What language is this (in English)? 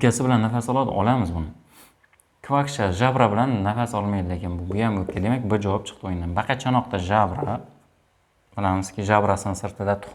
Uzbek